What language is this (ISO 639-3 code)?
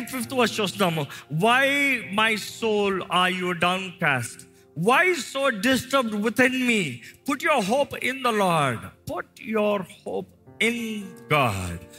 tel